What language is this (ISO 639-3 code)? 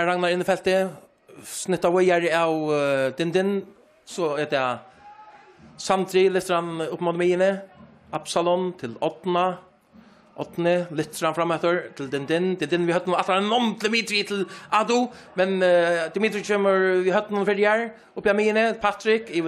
fao